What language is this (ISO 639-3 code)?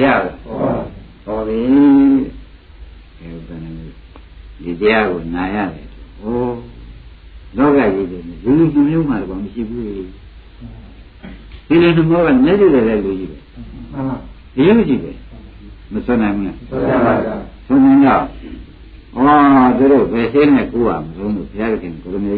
mya